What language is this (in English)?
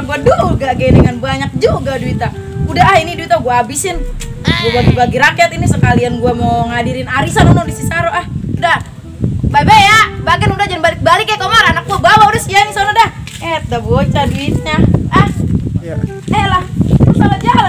Betawi